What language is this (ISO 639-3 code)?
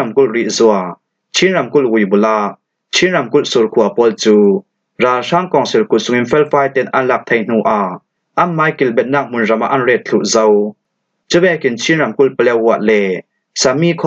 cfm